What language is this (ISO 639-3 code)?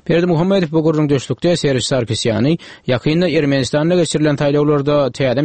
tuk